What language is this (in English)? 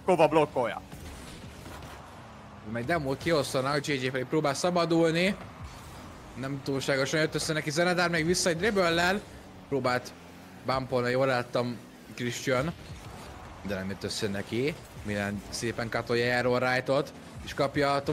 Hungarian